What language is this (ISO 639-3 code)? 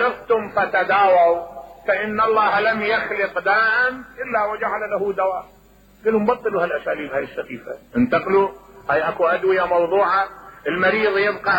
acm